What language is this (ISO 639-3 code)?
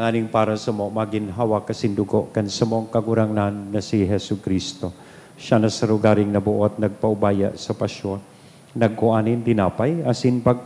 bik